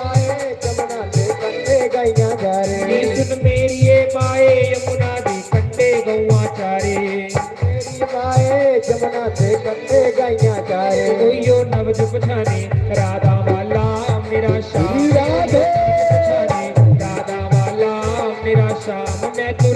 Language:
Dogri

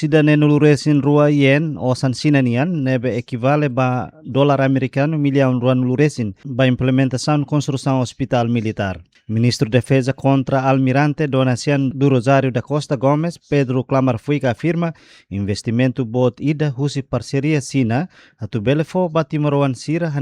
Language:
Tetum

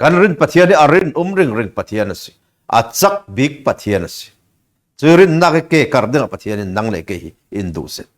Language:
Falam Chin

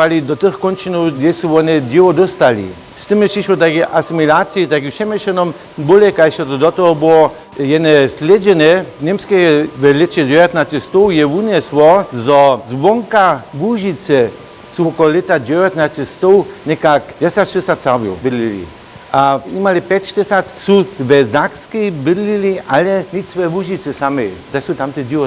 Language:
Upper Sorbian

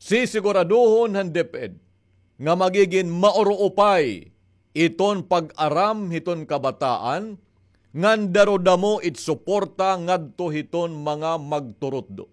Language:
Waray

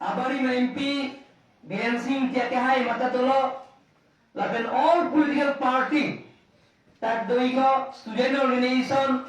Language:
Karbi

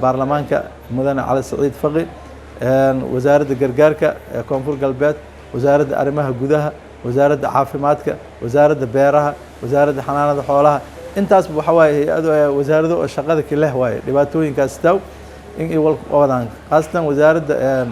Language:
Somali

